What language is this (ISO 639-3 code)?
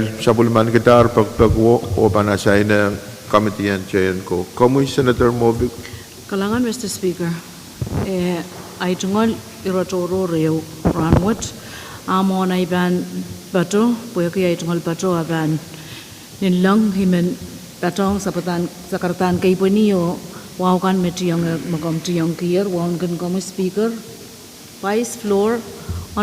pon